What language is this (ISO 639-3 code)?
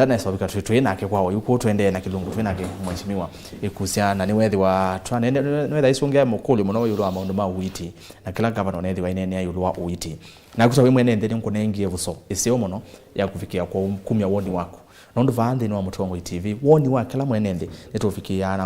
kam